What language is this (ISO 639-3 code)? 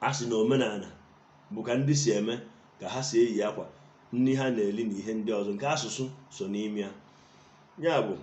ibo